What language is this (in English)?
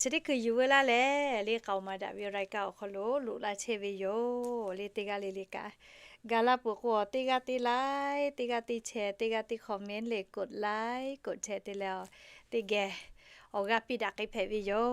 Lahu